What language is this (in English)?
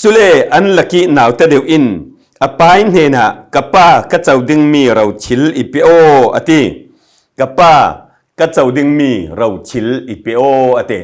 Falam Chin